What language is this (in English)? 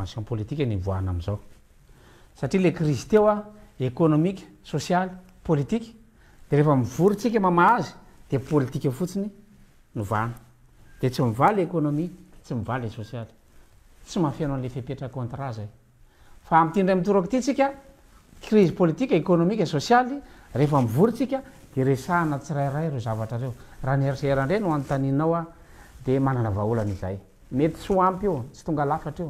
Malagasy